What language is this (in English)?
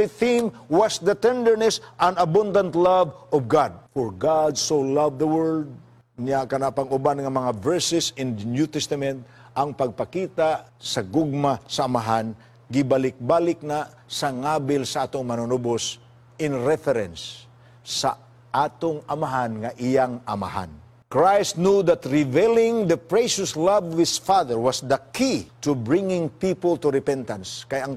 Cebuano